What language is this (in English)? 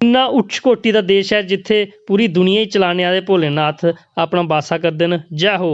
Dogri